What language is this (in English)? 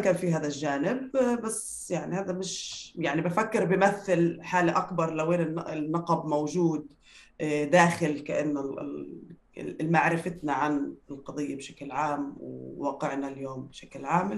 North Levantine Arabic